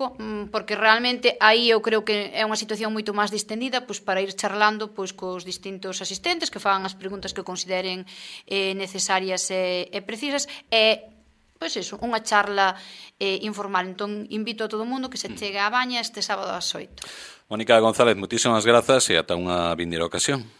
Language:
Galician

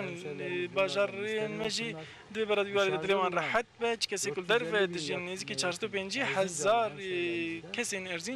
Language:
Kurdish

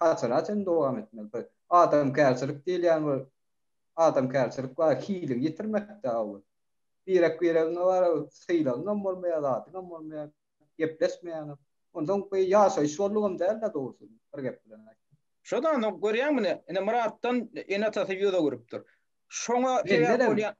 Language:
Turkmen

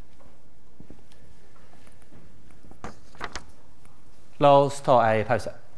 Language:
Norwegian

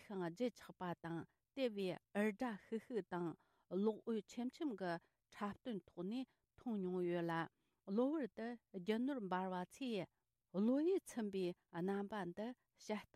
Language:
Tibetan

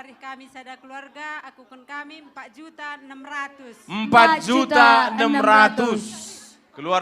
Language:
Batak Karo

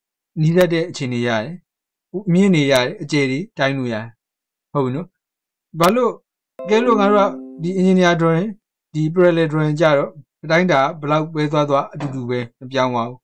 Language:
Burmese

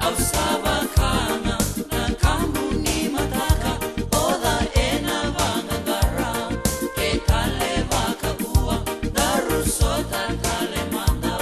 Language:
Fijian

